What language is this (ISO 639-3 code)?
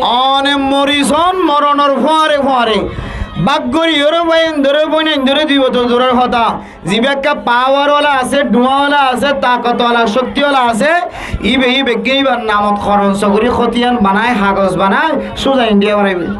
rhg